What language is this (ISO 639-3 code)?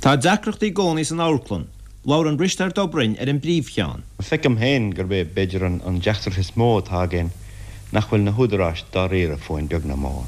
gle